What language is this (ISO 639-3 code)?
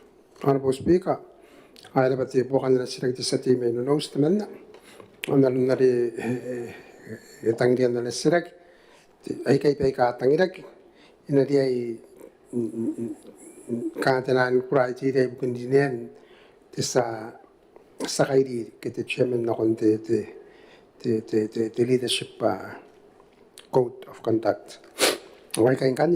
gil